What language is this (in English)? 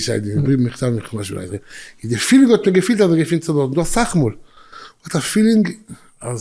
Yiddish